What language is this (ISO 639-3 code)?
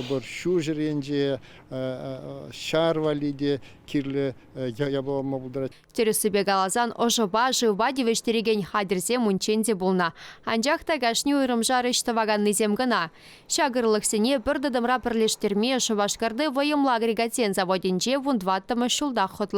chv